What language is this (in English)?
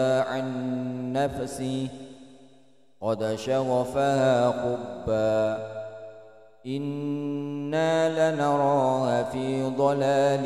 Arabic